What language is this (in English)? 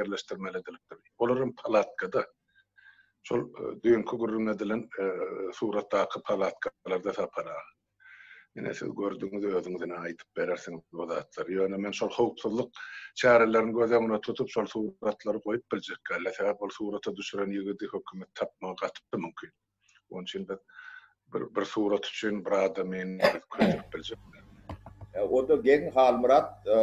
Turkmen